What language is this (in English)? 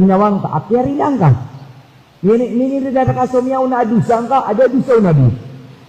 Maranao